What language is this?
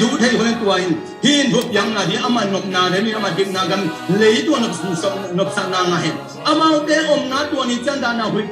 Tedim Chin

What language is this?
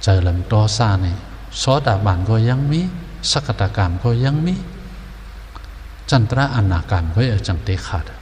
Shan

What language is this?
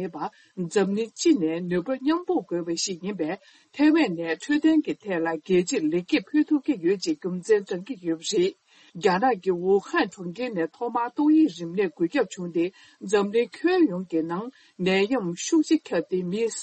Tibetan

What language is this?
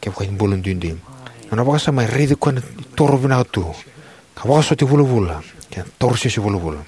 Fijian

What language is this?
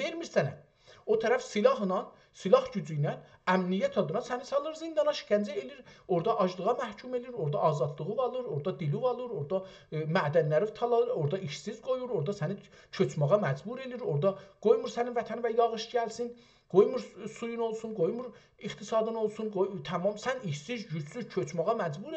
South Azerbaijani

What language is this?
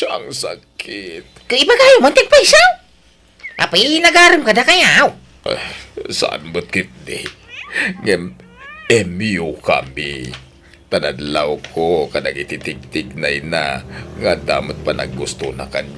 Iloko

